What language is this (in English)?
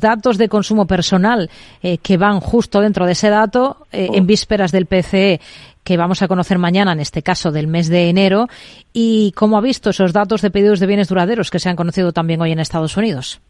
Spanish